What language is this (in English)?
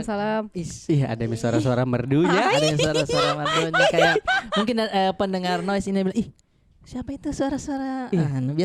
Makassar Malay